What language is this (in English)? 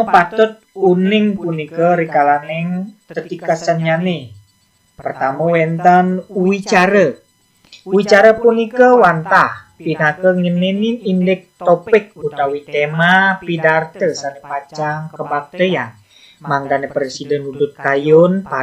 Balinese